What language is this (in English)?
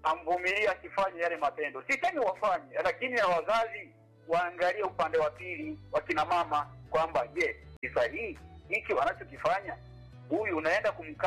Swahili